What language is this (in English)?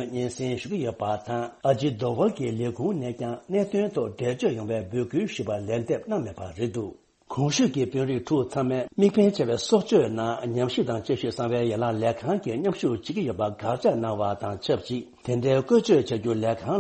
Tibetan